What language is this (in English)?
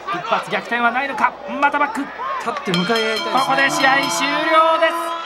Japanese